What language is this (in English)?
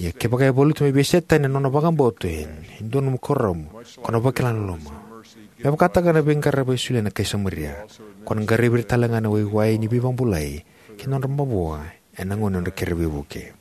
Fijian